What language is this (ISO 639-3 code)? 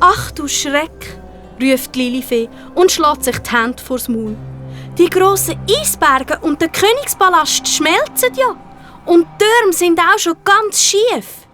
gsw